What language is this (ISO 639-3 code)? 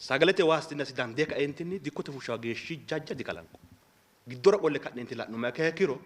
sid